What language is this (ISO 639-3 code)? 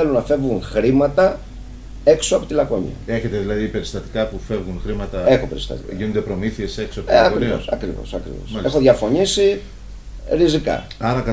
ell